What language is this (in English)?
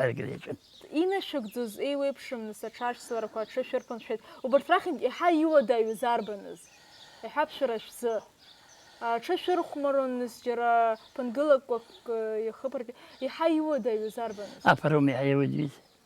Abkhazian